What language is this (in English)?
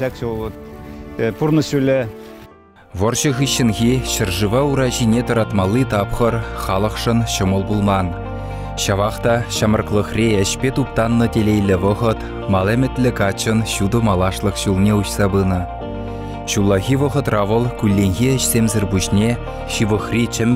Chuvash